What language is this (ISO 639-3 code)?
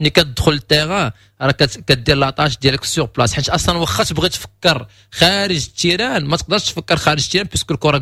ary